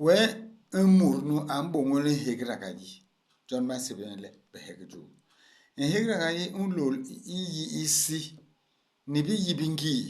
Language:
Basaa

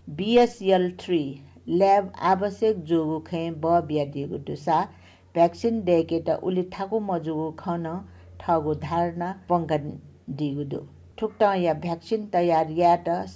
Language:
Newari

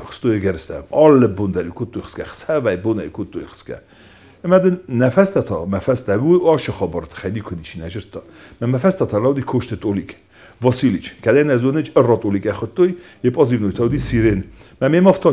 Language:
Ossetic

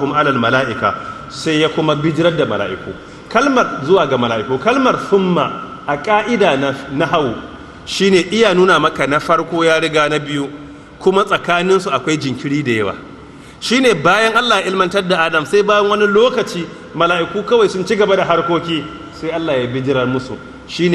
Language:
Hausa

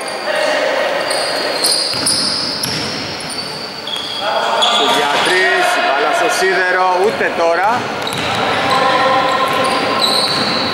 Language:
Greek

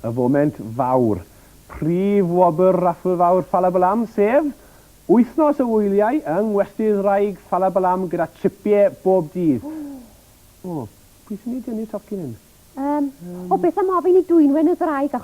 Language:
Welsh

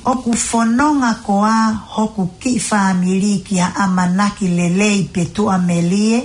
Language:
Tongan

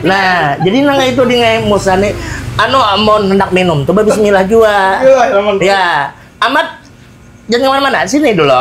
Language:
Banjar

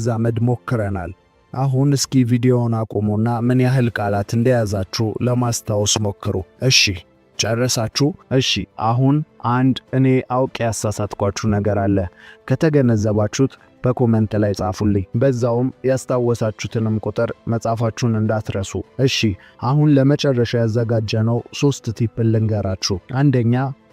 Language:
Amharic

